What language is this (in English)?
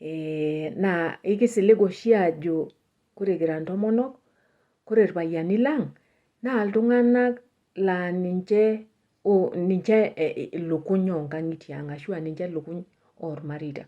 Masai